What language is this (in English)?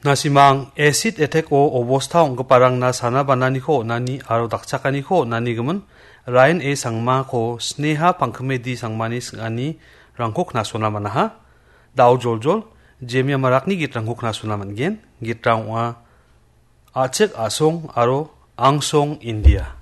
Garo